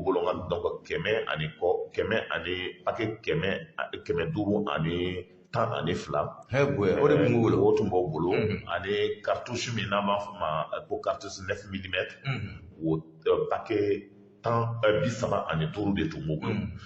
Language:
Bambara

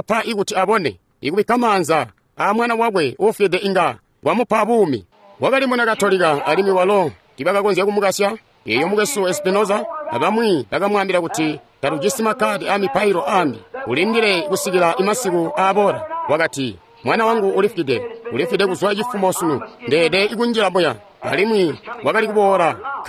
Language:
Tonga (Zambia)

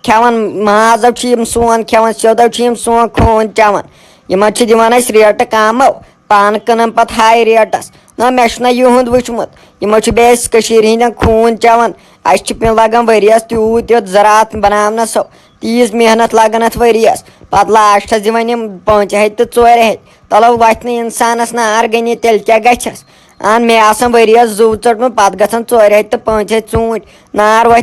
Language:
Kashmiri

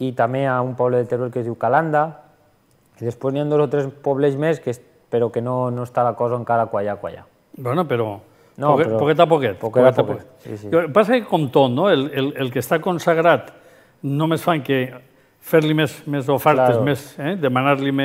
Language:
Catalan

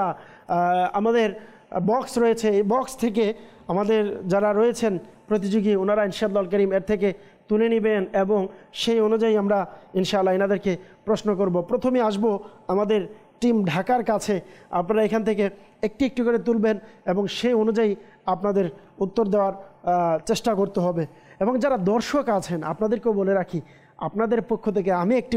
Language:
Bangla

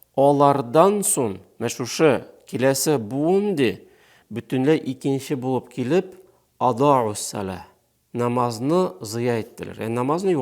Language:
Tatar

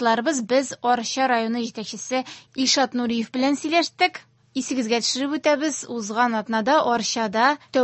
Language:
Tatar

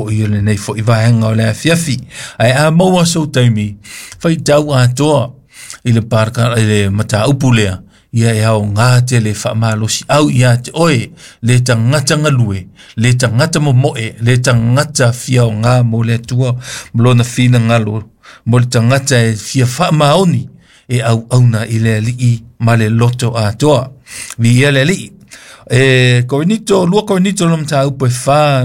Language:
Samoan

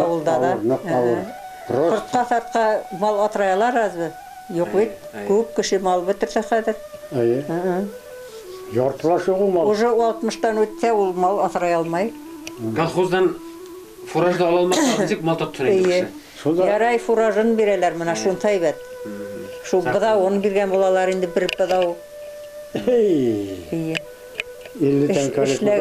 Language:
Bashkir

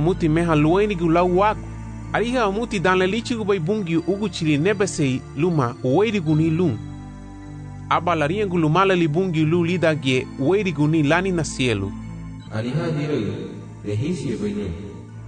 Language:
Garifuna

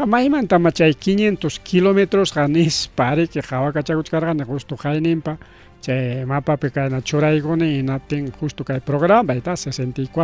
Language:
Ayacucho Quechua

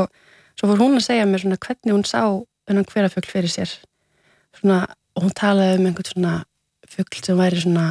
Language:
Icelandic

